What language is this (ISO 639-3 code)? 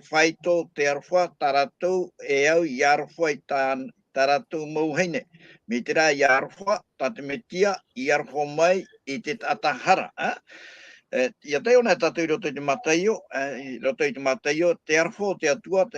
tah